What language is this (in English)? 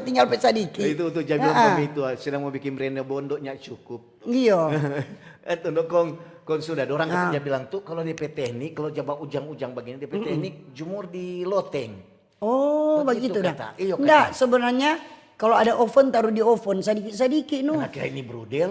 Manado Malay